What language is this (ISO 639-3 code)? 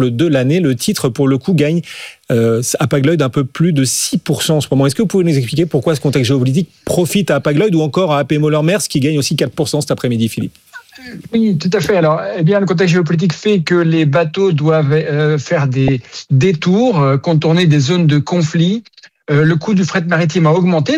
fra